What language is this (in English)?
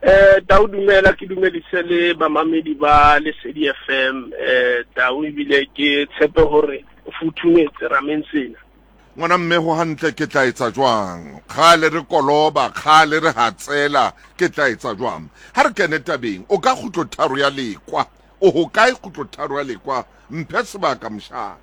Southern Sotho